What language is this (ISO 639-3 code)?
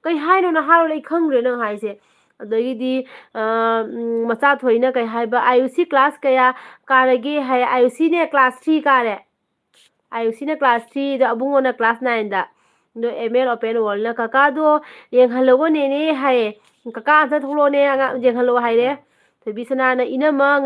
mni